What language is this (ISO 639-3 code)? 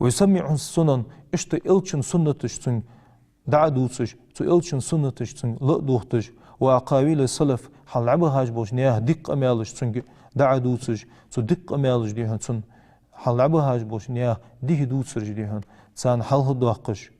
inh